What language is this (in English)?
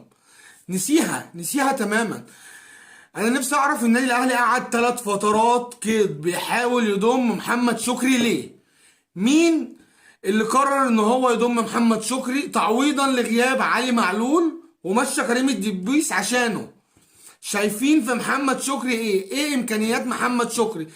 Egyptian Arabic